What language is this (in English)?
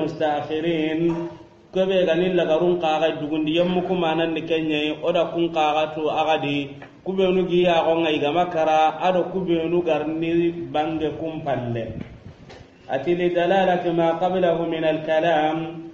Soninke